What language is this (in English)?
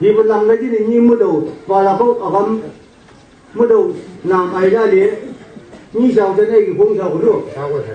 Chang Naga